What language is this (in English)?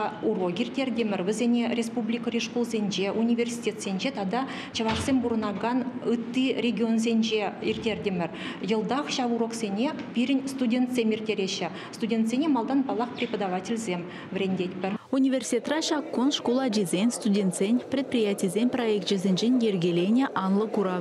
Chuvash